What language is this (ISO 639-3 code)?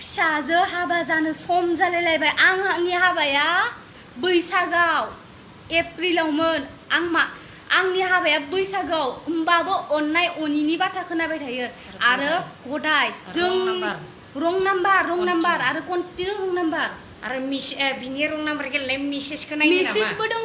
brx